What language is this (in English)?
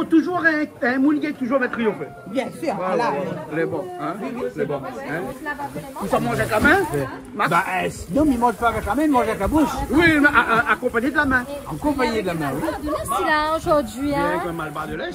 Réunion Creole French